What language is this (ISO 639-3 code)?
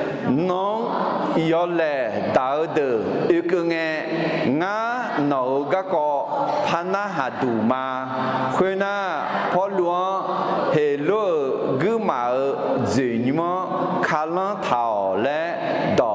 ahk